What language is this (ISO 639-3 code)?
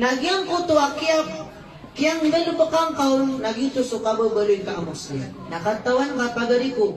mrw